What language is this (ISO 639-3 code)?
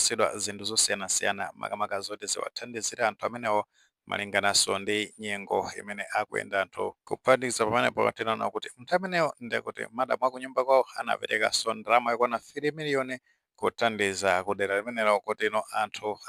nya